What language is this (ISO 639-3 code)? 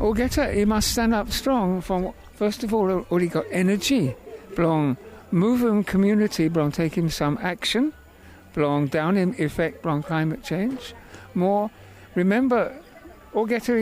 bis